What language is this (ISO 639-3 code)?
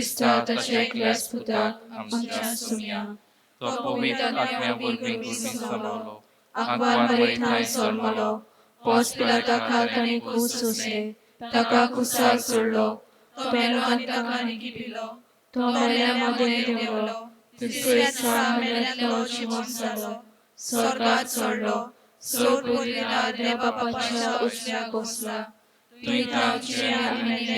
kok